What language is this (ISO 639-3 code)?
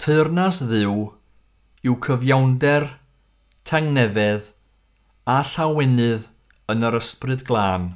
cym